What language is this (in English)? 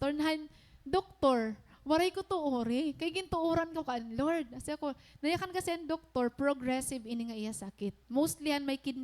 Waray